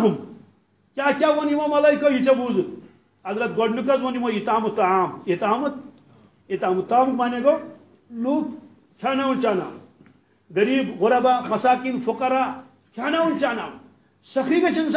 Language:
Kashmiri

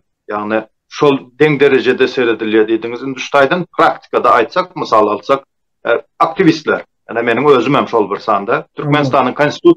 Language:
Turkmen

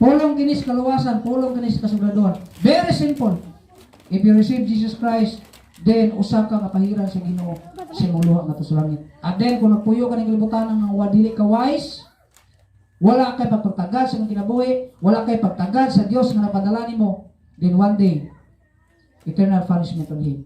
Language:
Cebuano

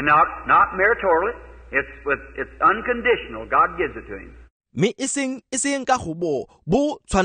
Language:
Tswana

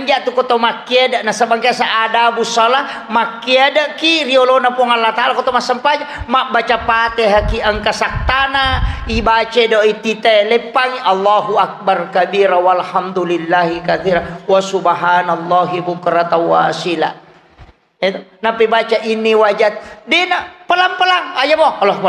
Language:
Buginese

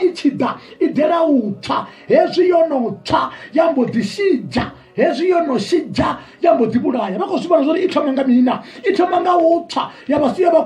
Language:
Venda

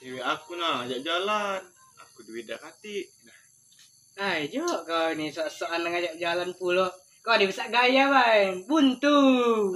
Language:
Musi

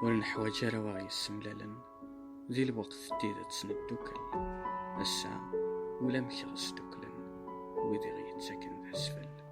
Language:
Kabyle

